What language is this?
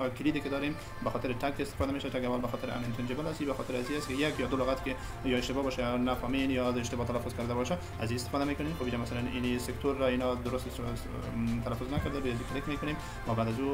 Persian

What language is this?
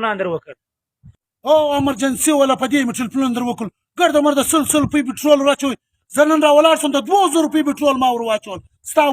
Pashto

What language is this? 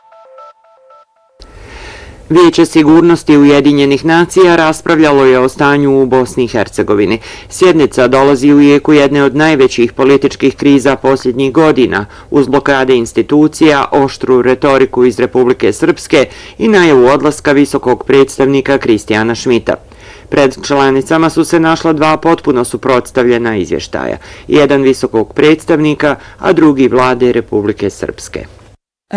Bosnian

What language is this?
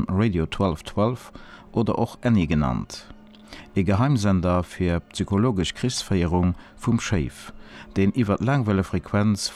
Luxembourgish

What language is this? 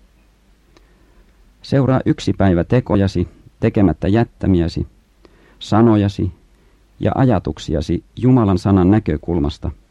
Finnish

